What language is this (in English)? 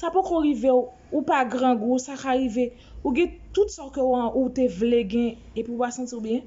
Haitian Creole